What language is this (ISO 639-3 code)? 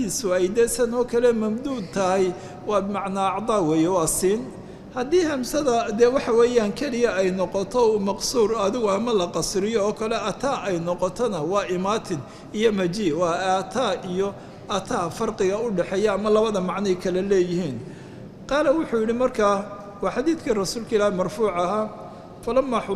som